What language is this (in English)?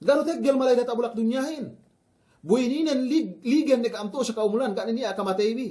Yakan